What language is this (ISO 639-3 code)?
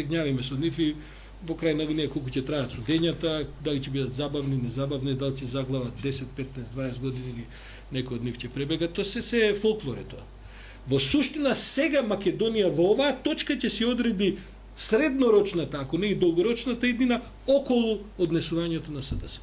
mkd